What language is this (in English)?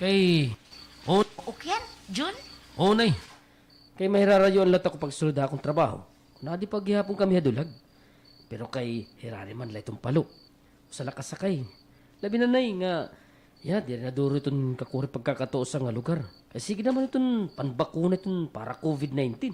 Waray